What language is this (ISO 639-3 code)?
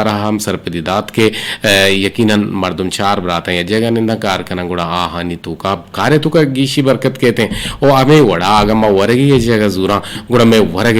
bgp